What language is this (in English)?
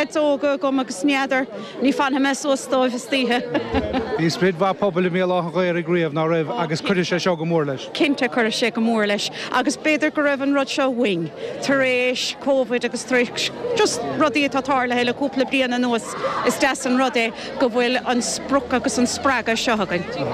Irish